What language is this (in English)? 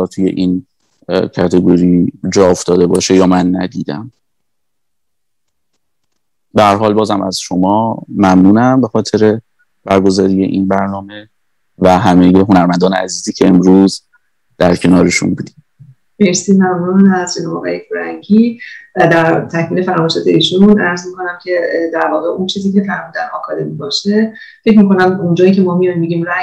Persian